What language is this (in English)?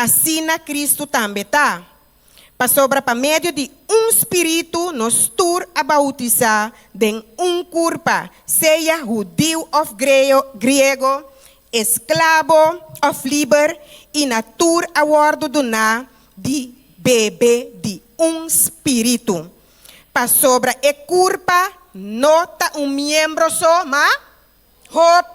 Papiamento